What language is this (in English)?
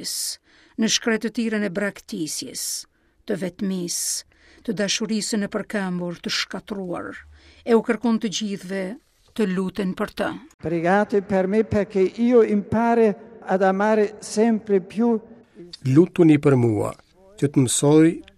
Albanian